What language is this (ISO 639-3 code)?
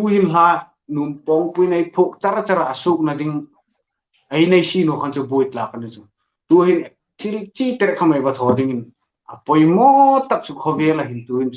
hmr